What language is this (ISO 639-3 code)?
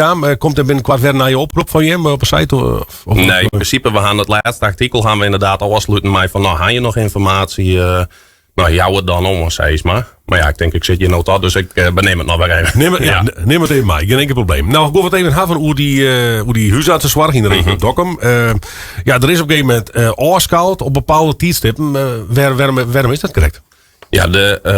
fry